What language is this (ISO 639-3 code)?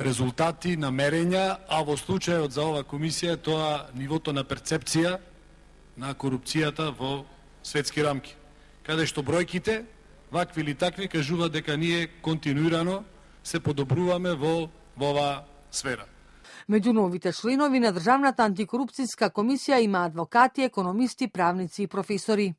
mkd